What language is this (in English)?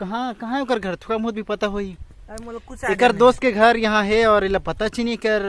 Chhattisgarhi